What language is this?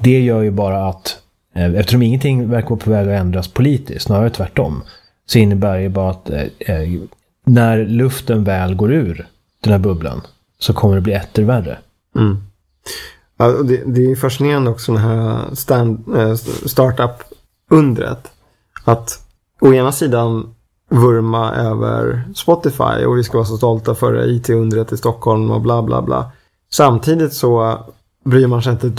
Swedish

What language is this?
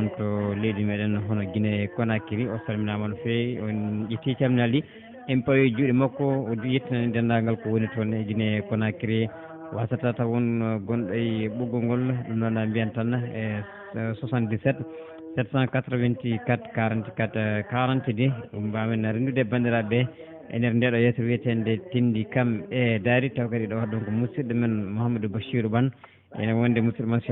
Fula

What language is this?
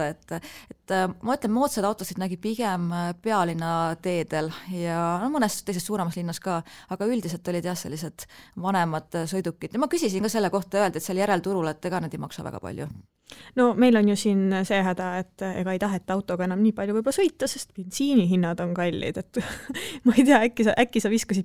Estonian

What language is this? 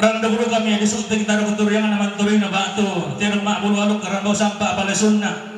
Toraja-Sa'dan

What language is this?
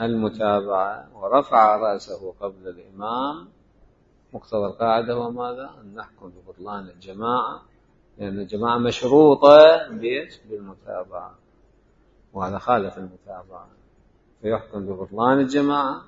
Mesopotamian Arabic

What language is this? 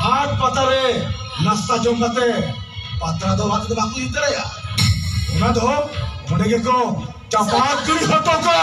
Santali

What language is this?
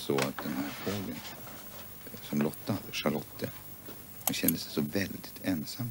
Swedish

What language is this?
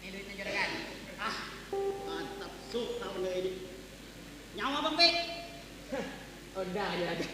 Banjar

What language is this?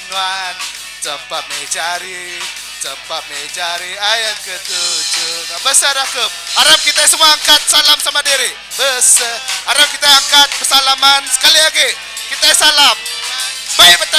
Iban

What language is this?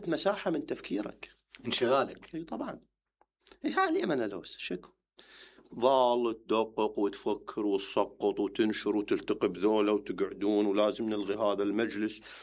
Mesopotamian Arabic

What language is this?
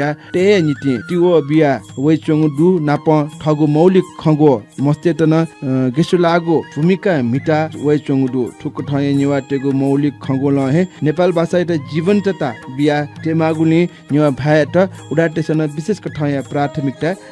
Newari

